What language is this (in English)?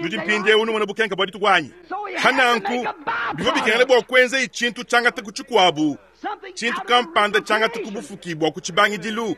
Luba-Lulua